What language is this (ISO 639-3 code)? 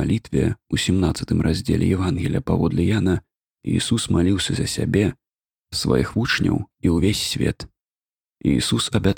bel